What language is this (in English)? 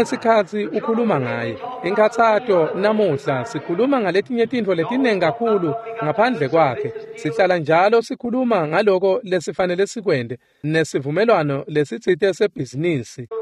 Swati